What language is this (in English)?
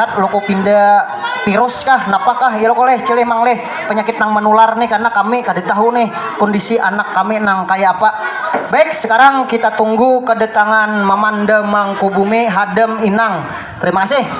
Banjar